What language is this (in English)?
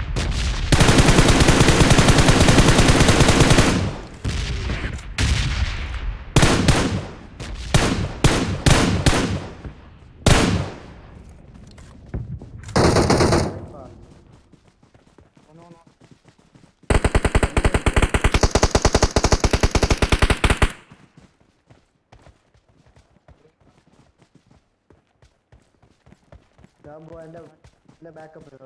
Malayalam